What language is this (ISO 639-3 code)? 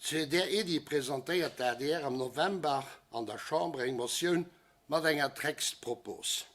ltz